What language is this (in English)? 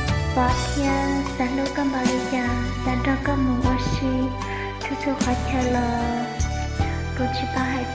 Hmong